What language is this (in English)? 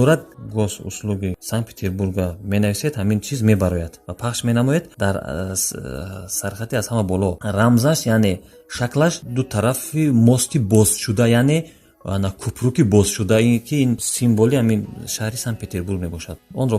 Tajik